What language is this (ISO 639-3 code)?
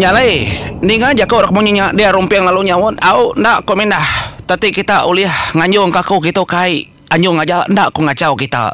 iba